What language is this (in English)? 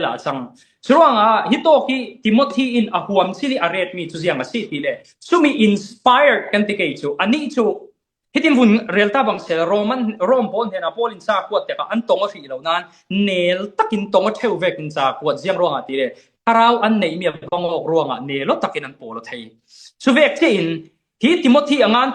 Falam Chin